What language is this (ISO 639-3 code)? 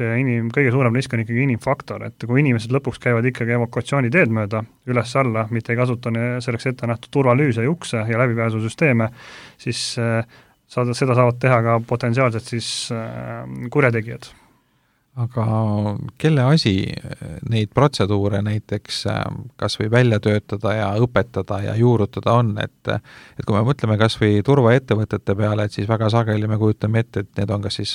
est